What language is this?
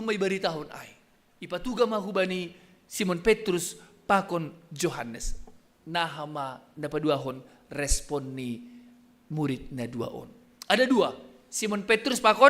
Batak Simalungun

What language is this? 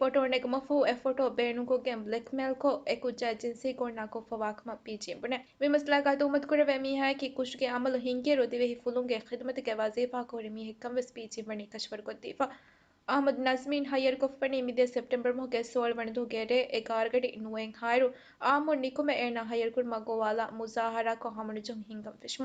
Divehi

